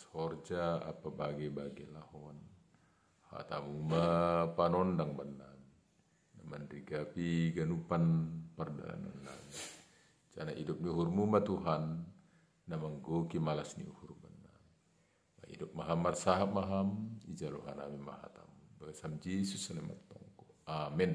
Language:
Batak Simalungun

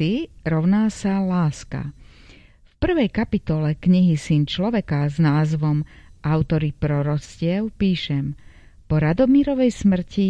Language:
Slovak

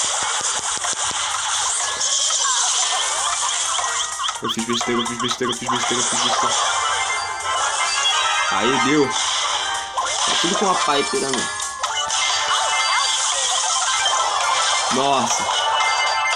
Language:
Portuguese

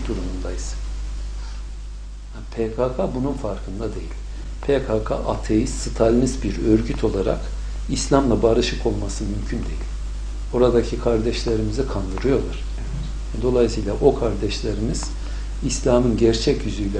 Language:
Turkish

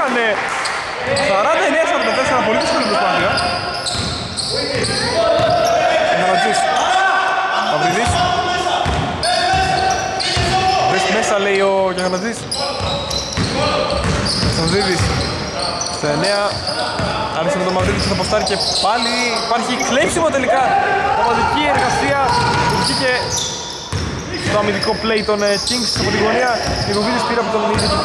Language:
Greek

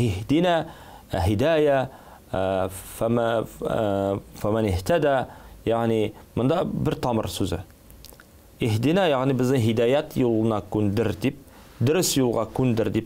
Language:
Tatar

